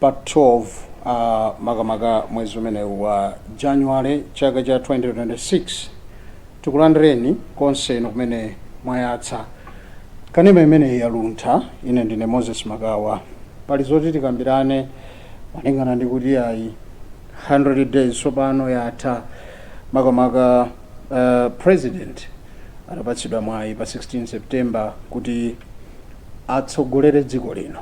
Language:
Nyanja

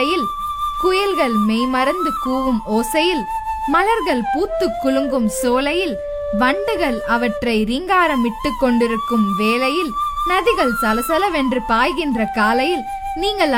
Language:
Tamil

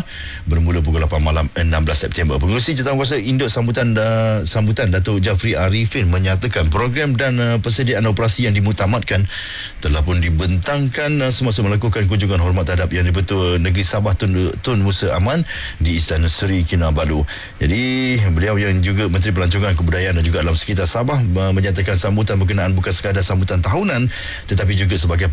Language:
Malay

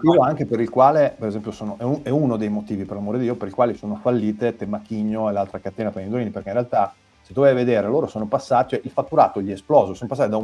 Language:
Italian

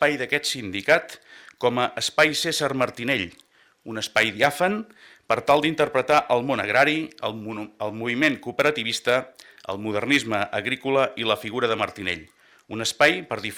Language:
Catalan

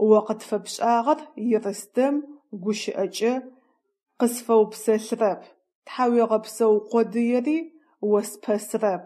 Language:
Adyghe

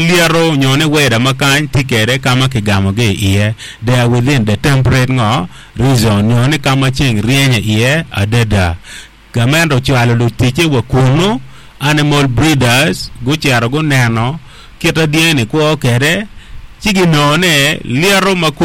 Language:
Acoli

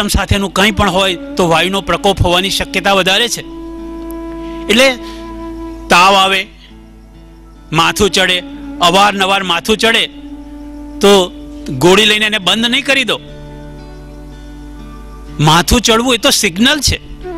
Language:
Gujarati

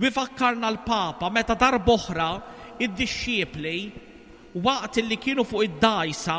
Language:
Maltese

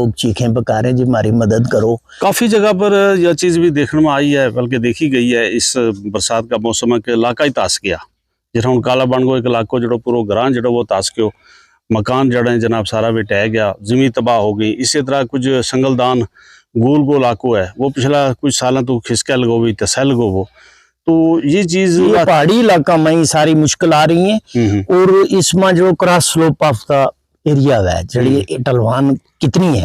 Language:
Gujari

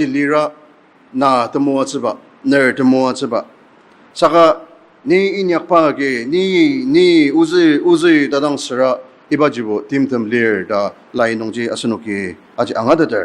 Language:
Ao Naga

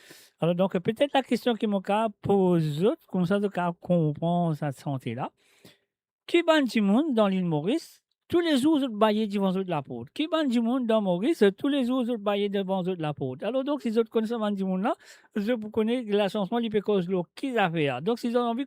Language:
Morisyen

